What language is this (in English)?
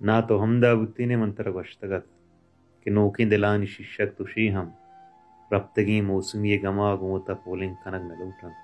Baluchi